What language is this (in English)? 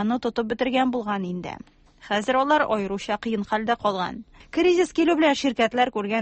Tatar